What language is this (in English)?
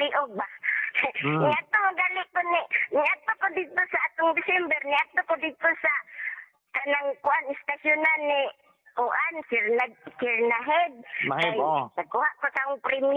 Cebuano